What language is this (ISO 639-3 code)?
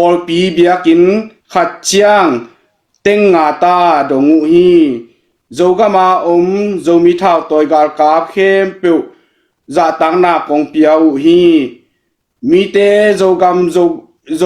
ctd